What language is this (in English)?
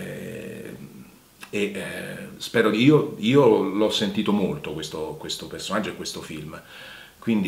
Italian